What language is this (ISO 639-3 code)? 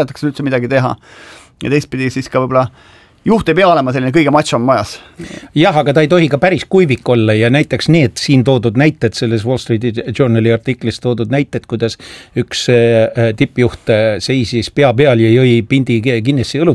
est